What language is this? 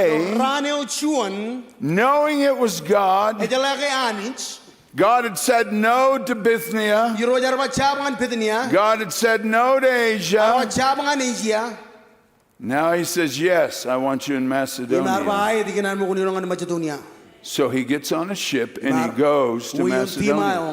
Marshallese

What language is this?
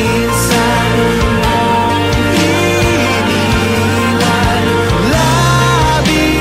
Filipino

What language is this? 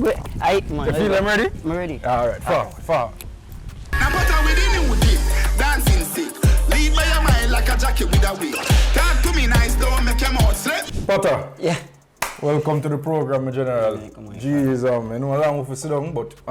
Jamaican Creole English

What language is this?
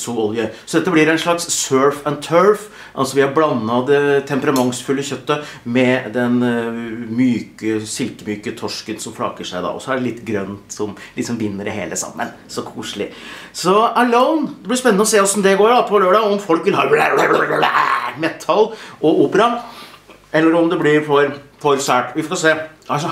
Norwegian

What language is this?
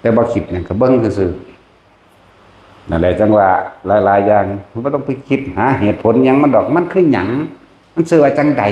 Northeastern Thai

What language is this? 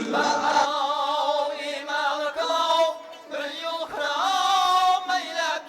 Kara-Kalpak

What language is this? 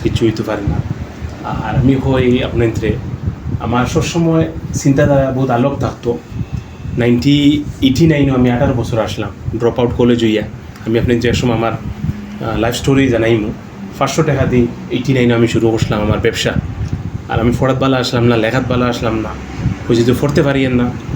Sylheti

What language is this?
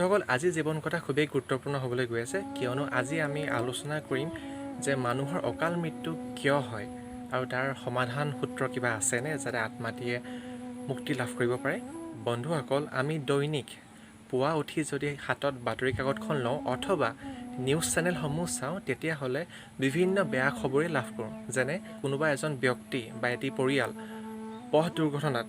Assamese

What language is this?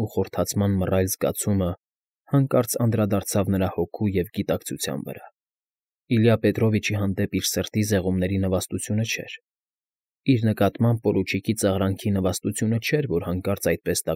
Armenian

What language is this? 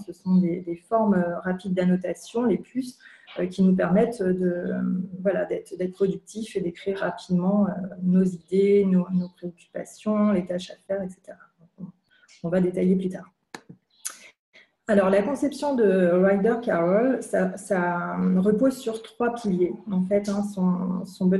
French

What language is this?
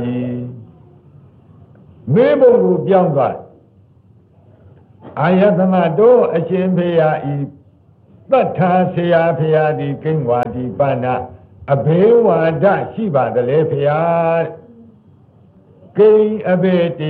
Burmese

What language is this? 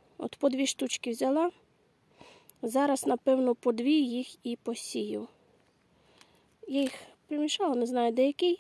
Ukrainian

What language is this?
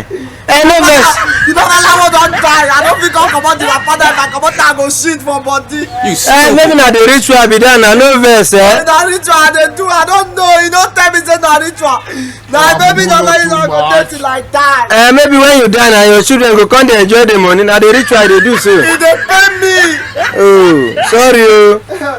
Nigerian Pidgin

